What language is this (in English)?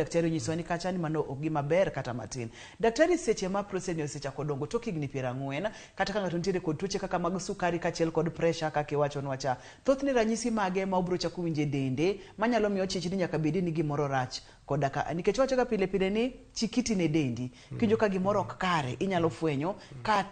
Luo (Kenya and Tanzania)